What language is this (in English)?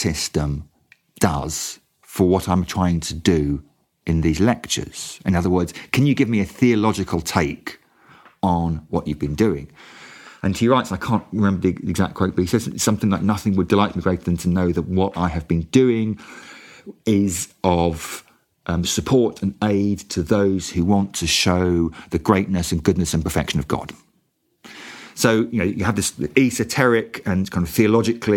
English